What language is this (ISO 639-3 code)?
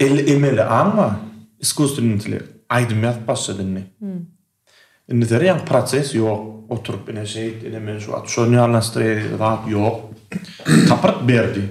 tuk